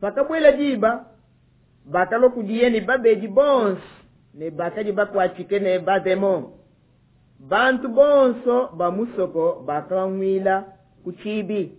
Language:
Luba-Lulua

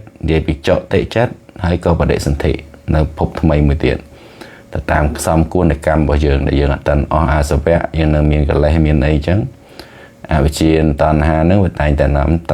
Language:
Khmer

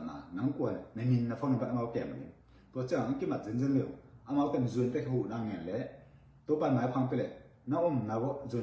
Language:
Tedim Chin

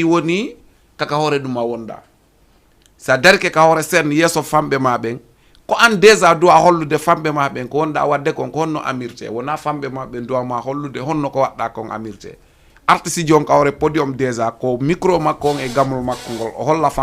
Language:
Fula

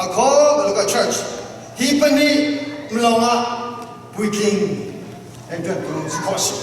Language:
Falam Chin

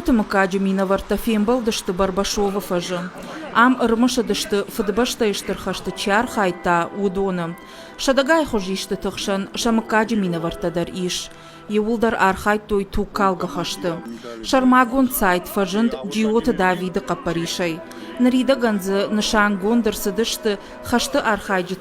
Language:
Ossetic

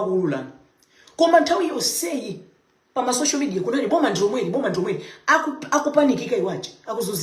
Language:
Nyanja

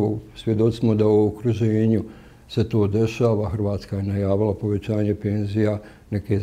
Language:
Bosnian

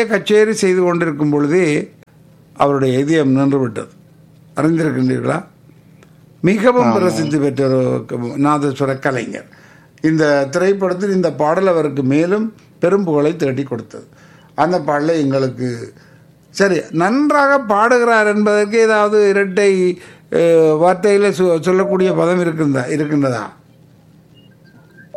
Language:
Tamil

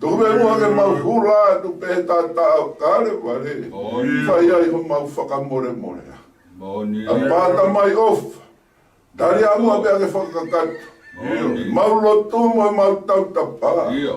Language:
Tongan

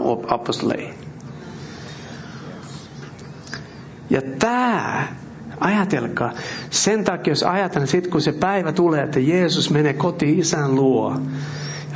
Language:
Finnish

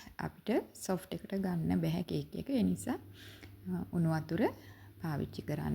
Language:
Sinhala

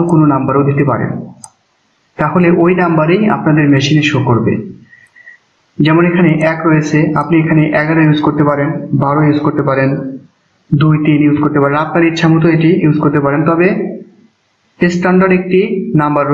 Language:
Bangla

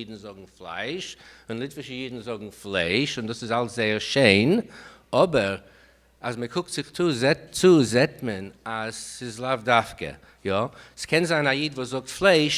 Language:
Yiddish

